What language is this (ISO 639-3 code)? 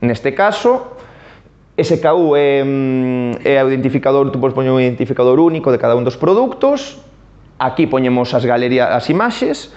glg